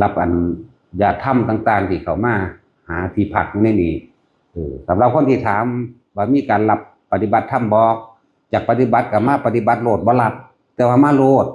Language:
Lao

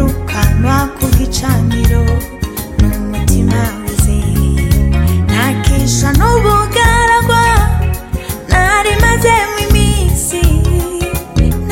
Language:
Kinyarwanda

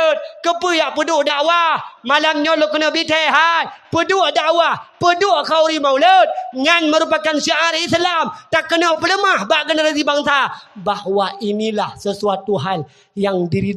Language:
Achinese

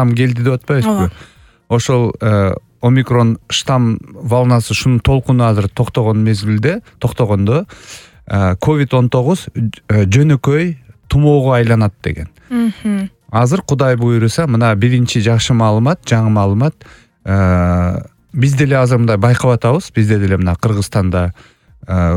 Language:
Kyrgyz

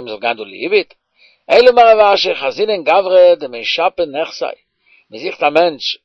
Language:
Yiddish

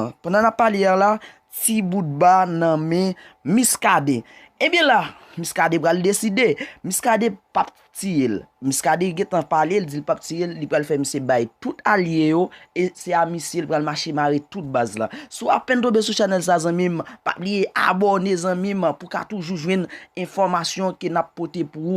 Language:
Haitian Creole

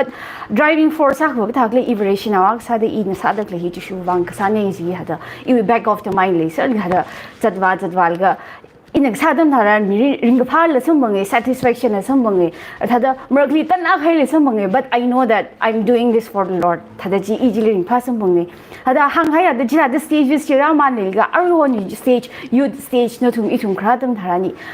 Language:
Tangkhul Naga (India)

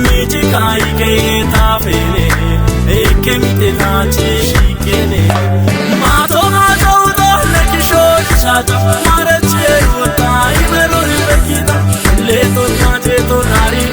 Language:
Kafa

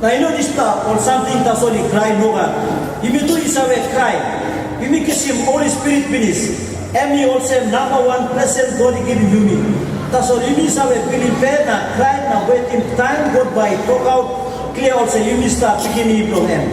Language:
Tok Pisin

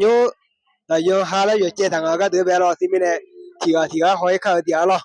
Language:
Akha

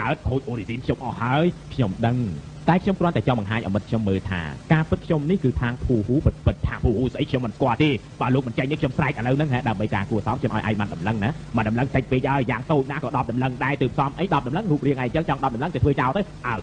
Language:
Khmer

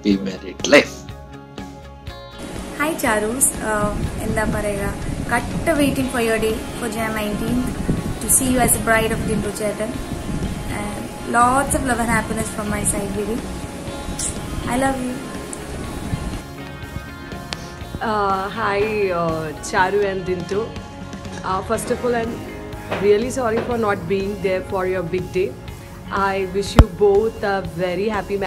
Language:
Malayalam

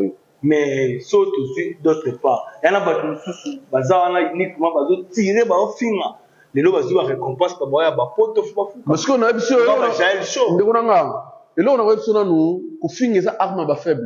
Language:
Lingala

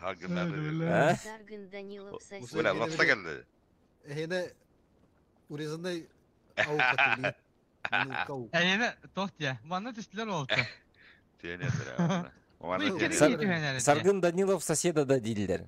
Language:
Yakut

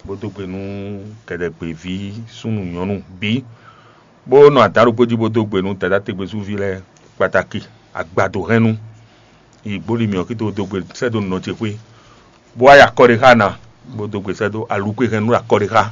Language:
Fon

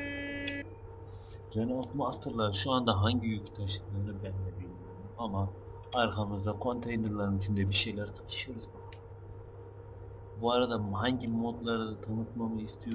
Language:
Turkish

